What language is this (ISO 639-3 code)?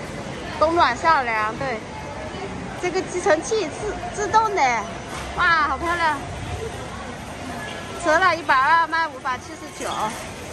zho